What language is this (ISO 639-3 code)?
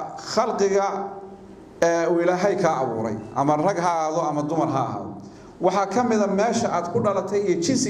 som